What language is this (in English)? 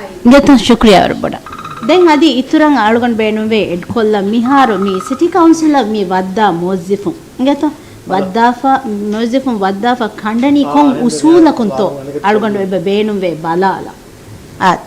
Divehi